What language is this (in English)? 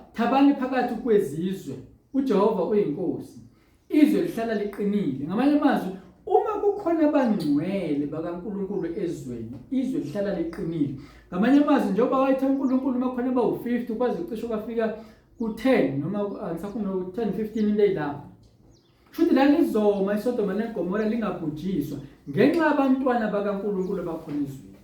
Zulu